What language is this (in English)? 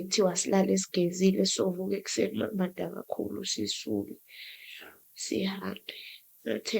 Zulu